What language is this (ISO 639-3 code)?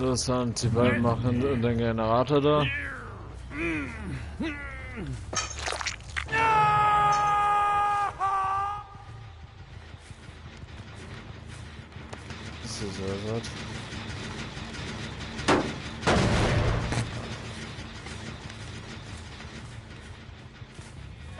deu